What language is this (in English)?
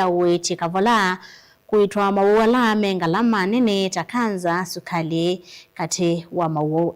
Kamba